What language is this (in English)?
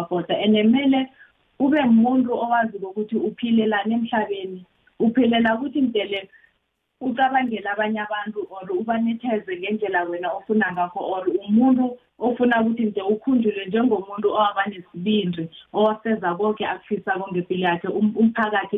South Ndebele